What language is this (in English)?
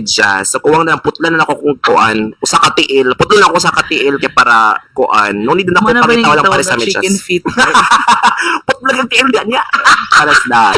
Cebuano